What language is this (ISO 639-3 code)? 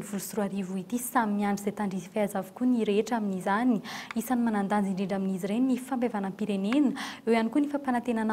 mlg